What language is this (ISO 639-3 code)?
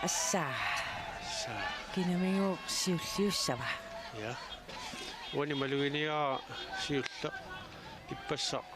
kal